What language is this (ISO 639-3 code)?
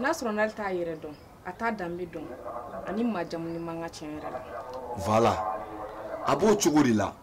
bam